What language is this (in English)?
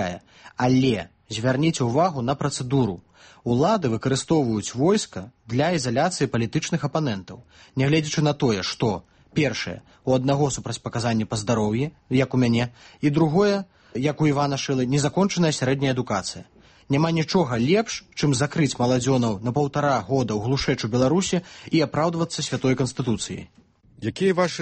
Belarusian